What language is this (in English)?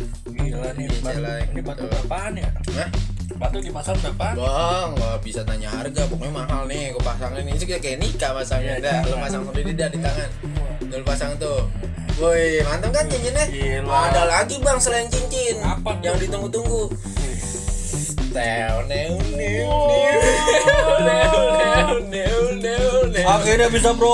Betawi